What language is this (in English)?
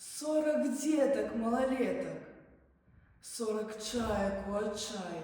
Belarusian